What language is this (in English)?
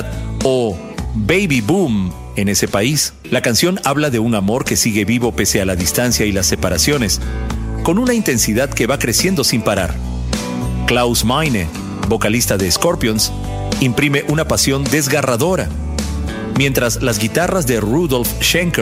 Spanish